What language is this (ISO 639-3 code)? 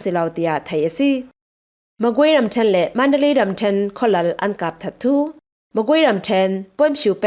cfm